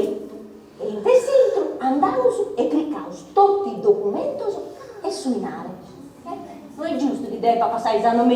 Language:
Sardinian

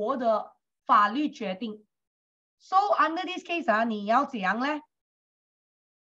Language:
Chinese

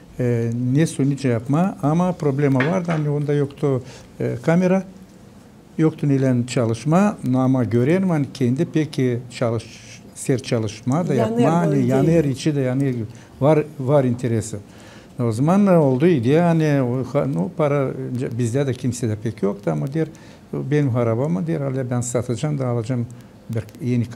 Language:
Gagauz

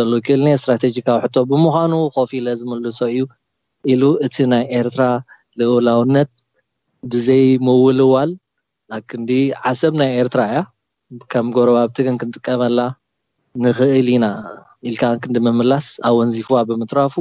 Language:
Tigrinya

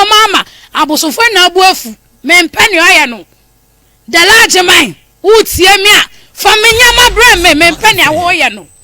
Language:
Akan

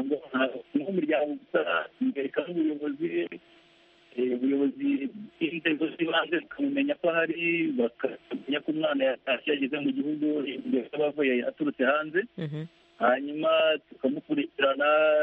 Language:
Kinyarwanda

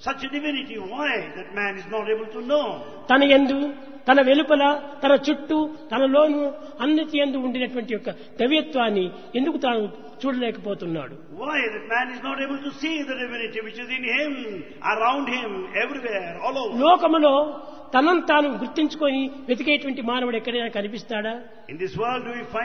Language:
Telugu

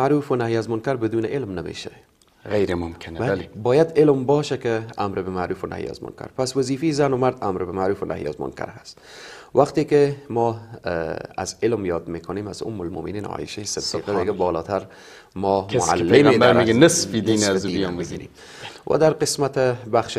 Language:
Persian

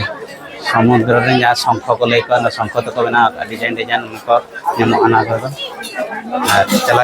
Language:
Santali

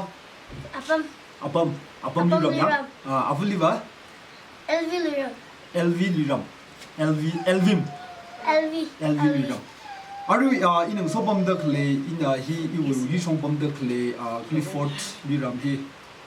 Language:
Tangkhul Naga (India)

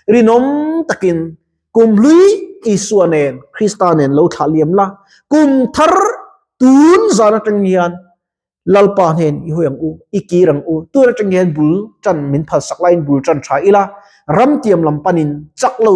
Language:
Mizo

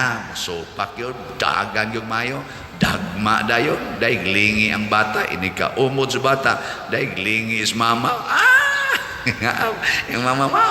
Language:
Cebuano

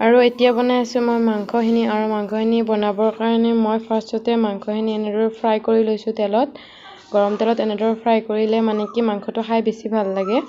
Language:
Assamese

